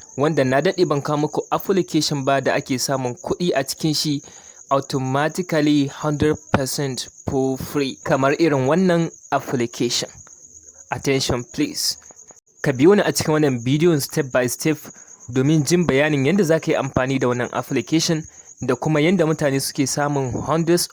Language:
Hausa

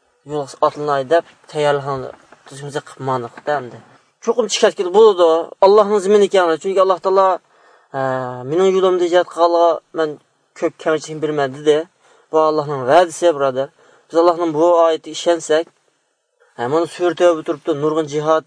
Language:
Uyghur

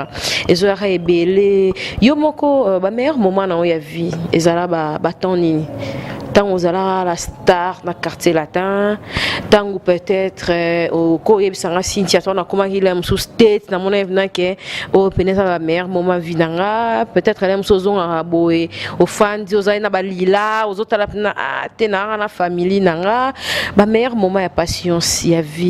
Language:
Lingala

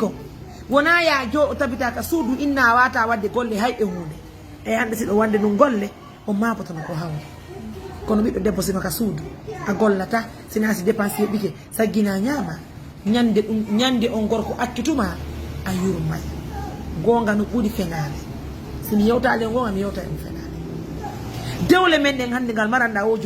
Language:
Fula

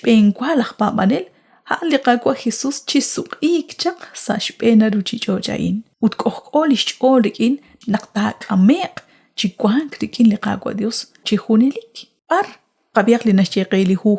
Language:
Kekchí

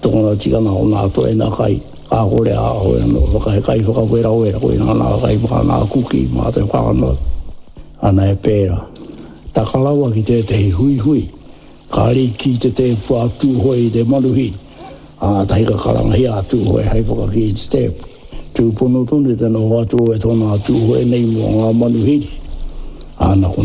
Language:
Māori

